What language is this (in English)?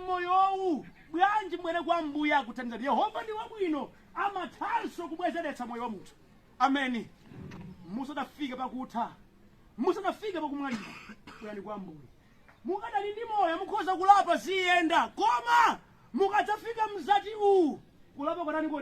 Nyanja